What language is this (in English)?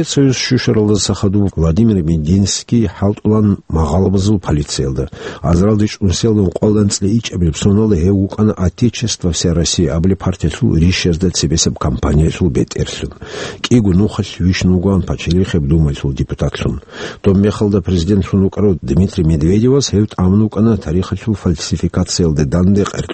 Avaric